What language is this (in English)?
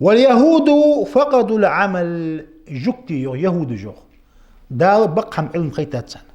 Ingush